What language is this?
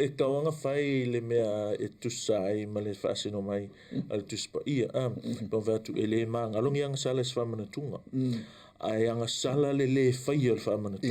Samoan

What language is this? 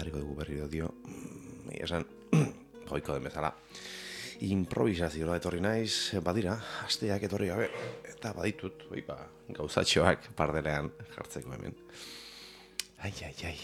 Basque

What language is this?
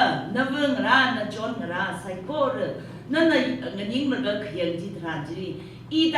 Tangkhul Naga (India)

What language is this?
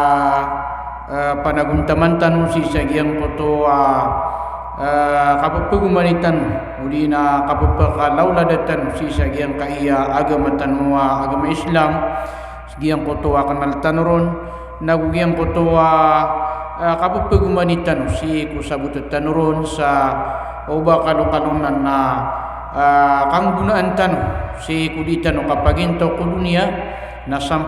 Maranao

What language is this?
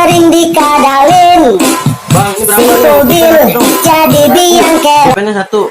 Betawi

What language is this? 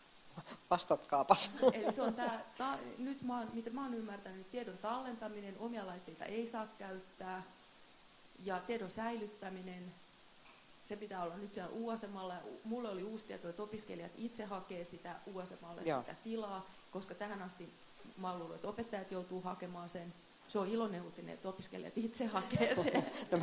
Finnish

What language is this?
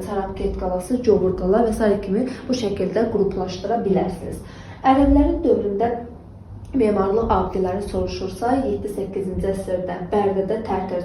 Azerbaijani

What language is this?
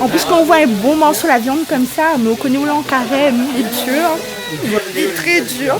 Réunion Creole French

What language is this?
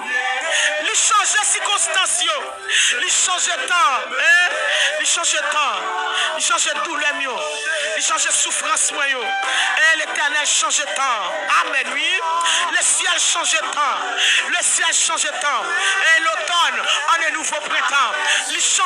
Haitian Creole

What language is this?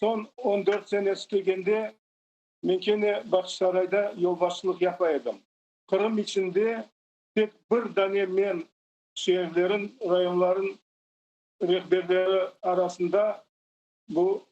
Crimean Tatar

